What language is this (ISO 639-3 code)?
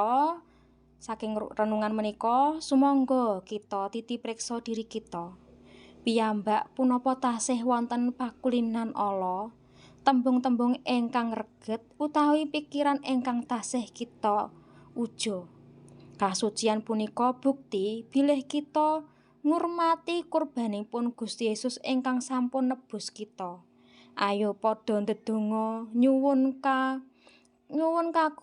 jav